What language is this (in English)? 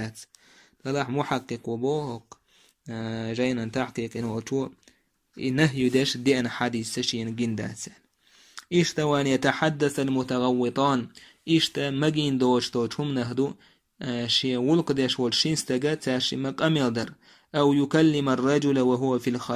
Chechen